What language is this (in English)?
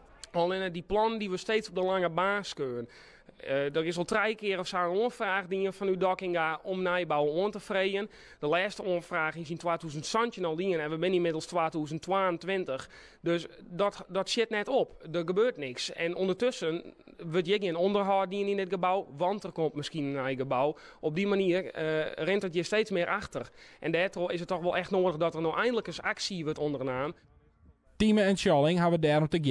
Western Frisian